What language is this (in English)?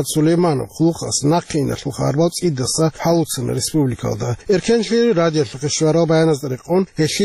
Avaric